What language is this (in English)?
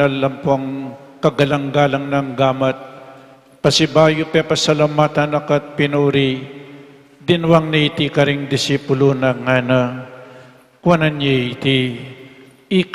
Pampanga